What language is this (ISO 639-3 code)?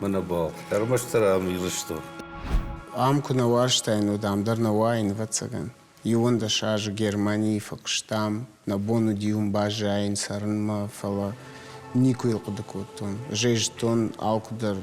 oss